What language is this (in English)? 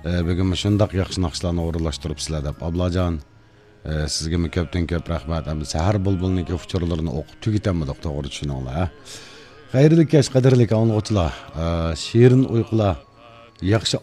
Uyghur